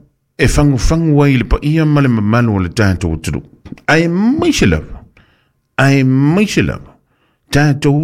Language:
Samoan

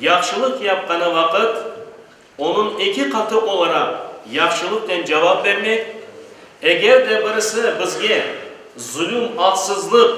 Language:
Crimean Tatar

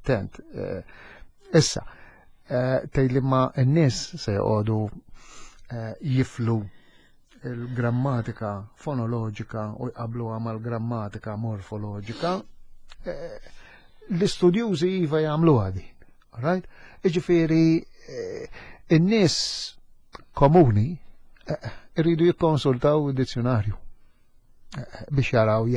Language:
Maltese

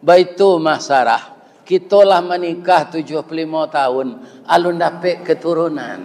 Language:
Minangkabau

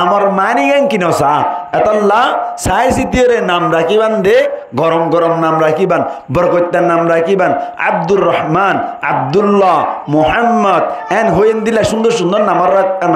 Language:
Rohingya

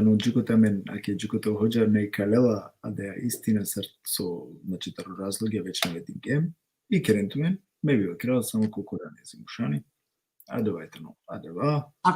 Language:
Balkan Romani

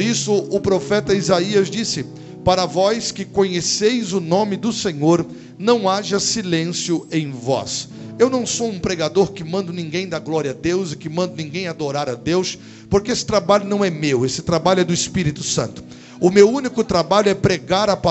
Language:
Portuguese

